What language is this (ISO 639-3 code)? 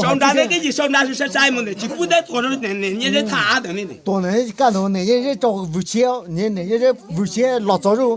hmn